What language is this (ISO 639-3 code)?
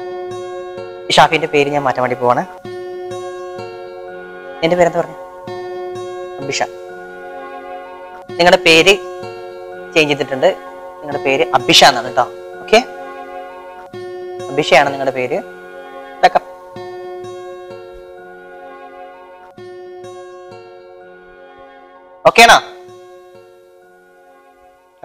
mal